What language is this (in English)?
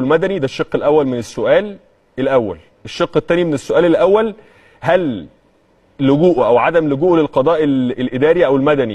Egyptian Arabic